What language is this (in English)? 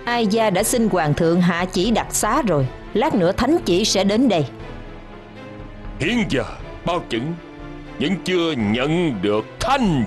Vietnamese